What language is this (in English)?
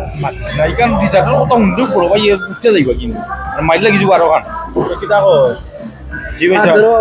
Sylheti